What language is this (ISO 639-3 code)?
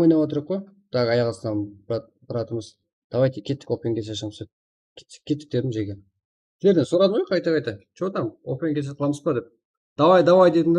kaa